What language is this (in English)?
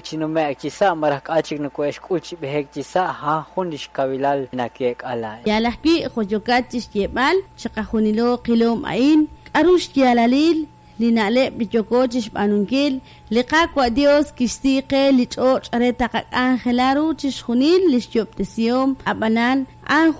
Kekchí